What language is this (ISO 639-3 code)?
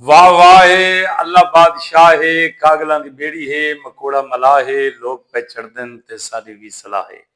skr